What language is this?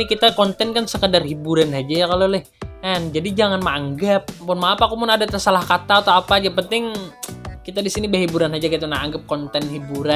Banjar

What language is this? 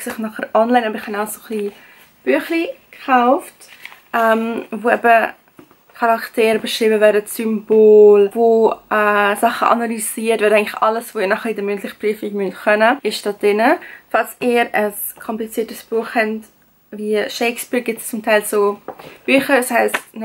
Swiss German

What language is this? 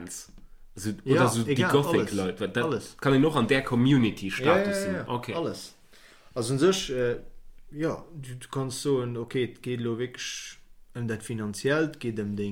Luxembourgish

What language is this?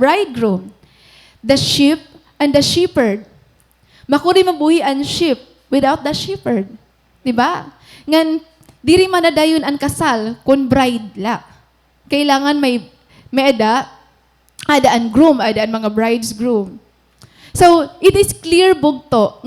Waray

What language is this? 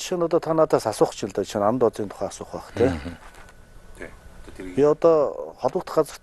Mongolian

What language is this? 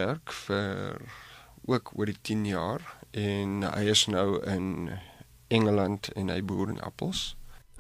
Afrikaans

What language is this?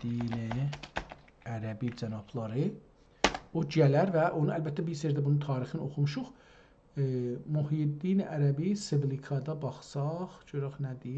South Azerbaijani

